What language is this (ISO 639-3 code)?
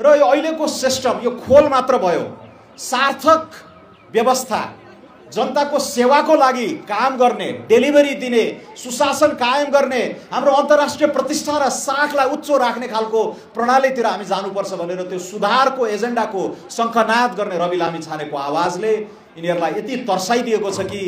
nep